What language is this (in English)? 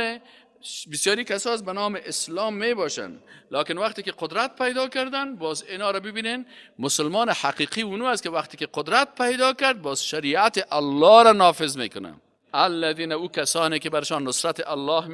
Persian